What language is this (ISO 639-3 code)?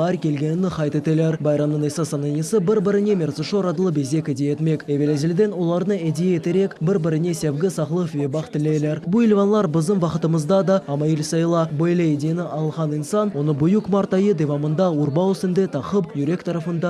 crh